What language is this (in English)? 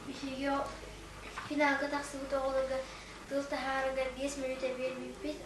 Yakut